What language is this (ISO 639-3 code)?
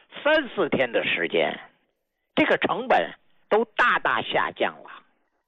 zho